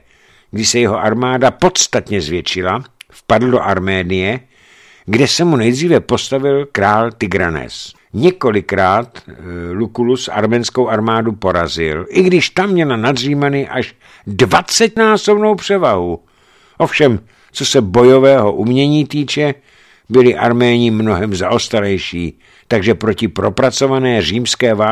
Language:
Czech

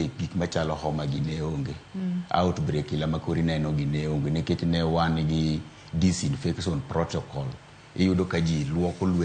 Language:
Luo (Kenya and Tanzania)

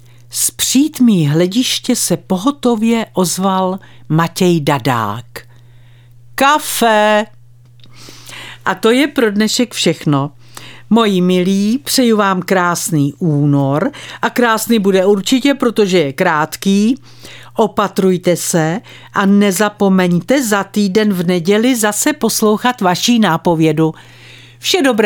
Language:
Czech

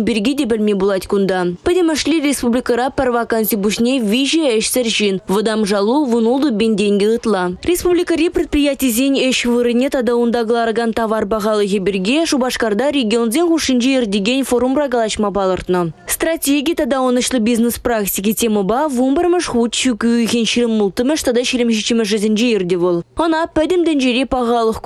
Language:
Chuvash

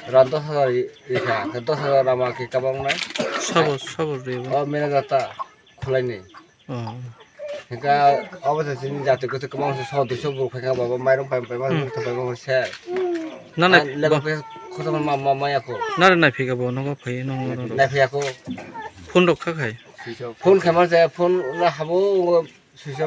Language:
Kok Borok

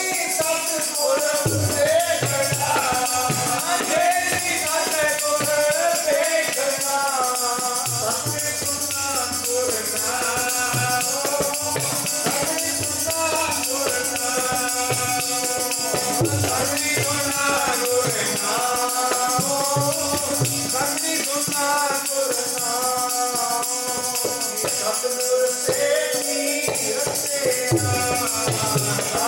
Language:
Punjabi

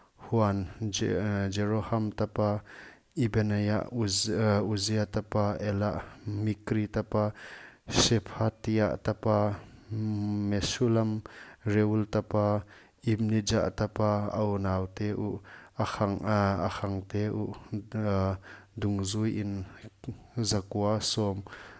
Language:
Paite Chin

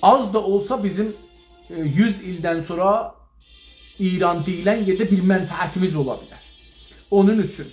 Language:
South Azerbaijani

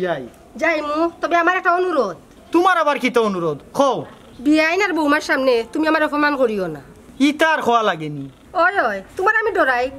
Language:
Sylheti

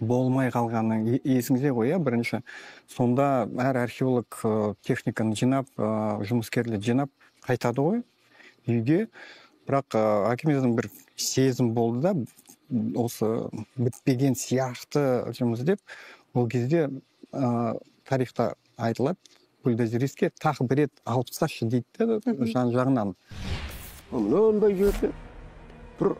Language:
Kazakh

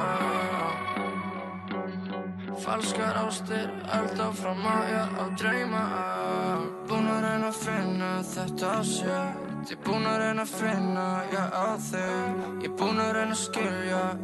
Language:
Icelandic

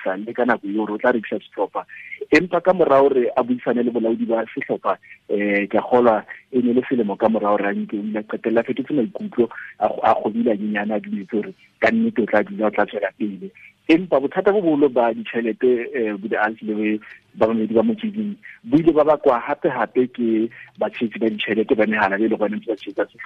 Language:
Southern Sotho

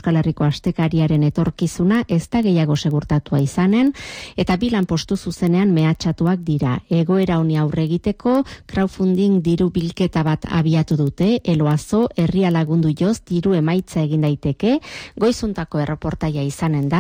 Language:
Basque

